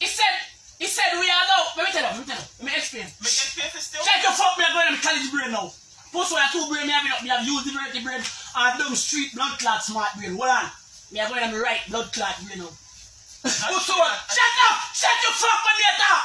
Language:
Jamaican Creole English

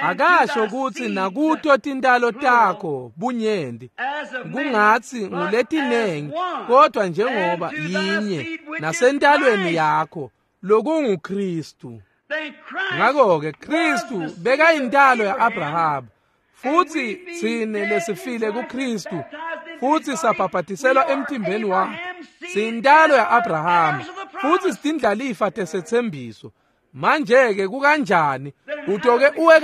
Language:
Swati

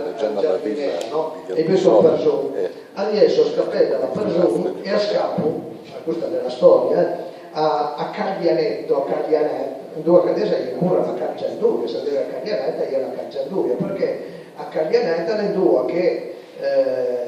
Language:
Piedmontese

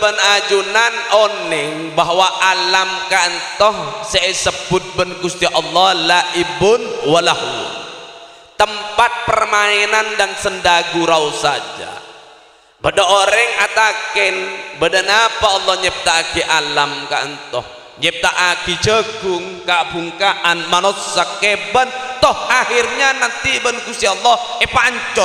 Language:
Madurese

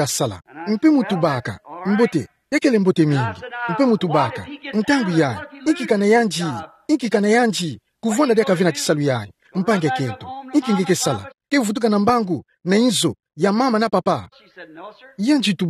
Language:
Kituba (Democratic Republic of Congo)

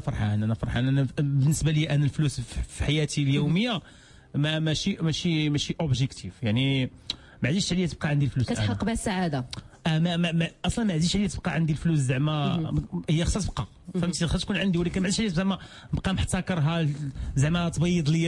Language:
Moroccan Arabic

